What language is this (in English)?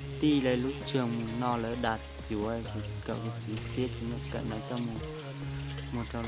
Hmong